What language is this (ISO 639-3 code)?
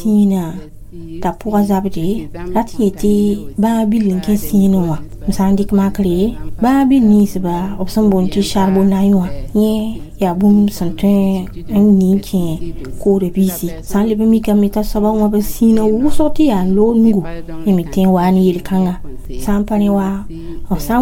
mos